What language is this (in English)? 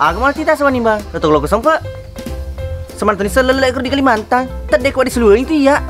Buginese